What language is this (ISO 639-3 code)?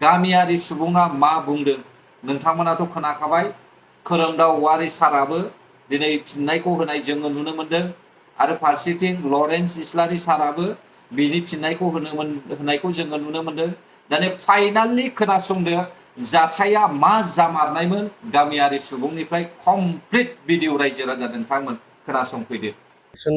brx